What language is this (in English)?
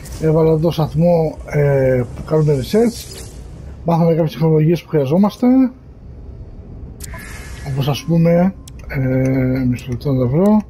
Greek